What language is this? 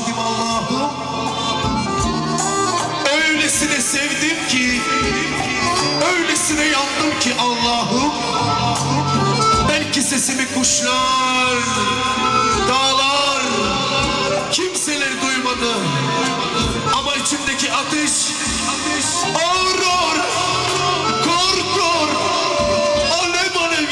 Turkish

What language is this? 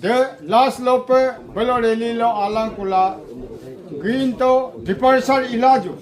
Adi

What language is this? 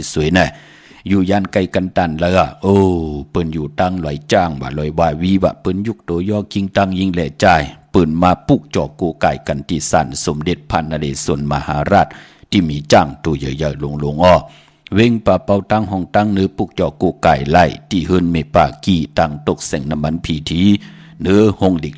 Shan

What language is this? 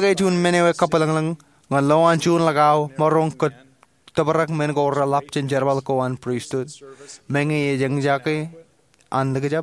Marshallese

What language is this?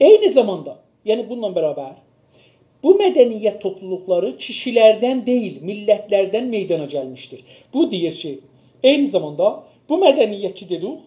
South Azerbaijani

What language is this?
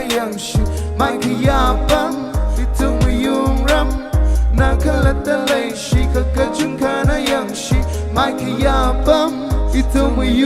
Tangkhul Naga (India)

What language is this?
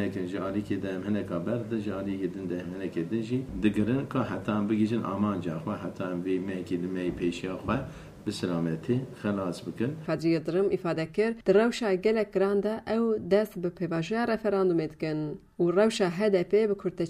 Kurdish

